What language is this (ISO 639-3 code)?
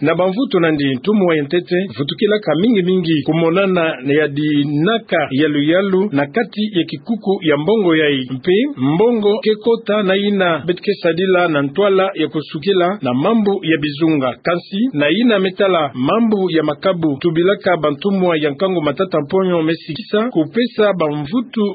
ktu